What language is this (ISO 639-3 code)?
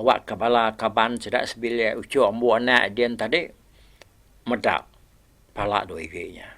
iba